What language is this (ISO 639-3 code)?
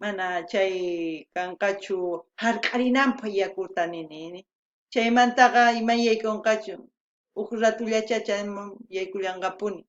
quh